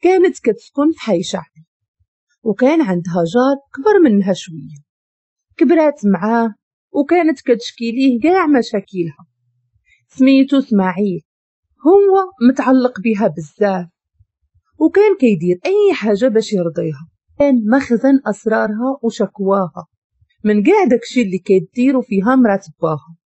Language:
Moroccan Arabic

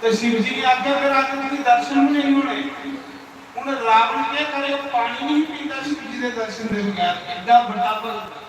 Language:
Dogri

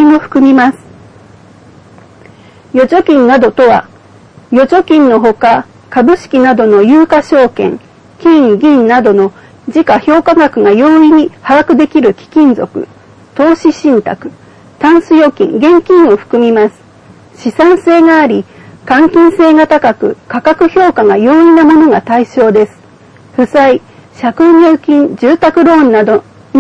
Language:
Japanese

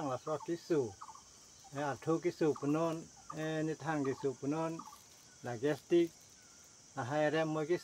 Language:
Karbi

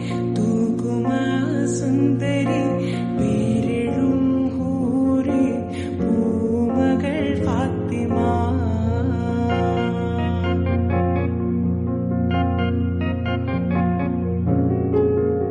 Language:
Malayalam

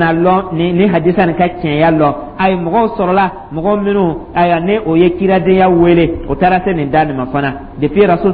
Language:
Dyula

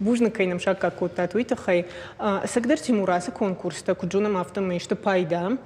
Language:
Ossetic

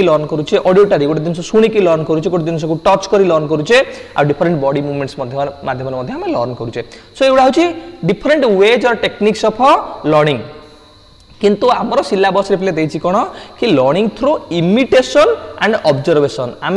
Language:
Odia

